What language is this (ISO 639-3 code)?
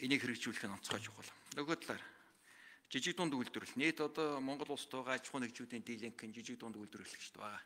mon